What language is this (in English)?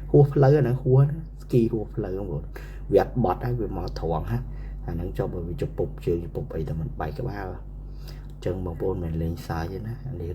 Khmer